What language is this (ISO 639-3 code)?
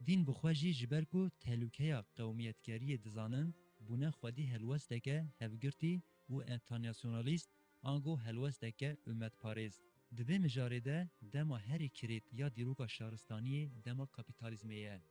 kur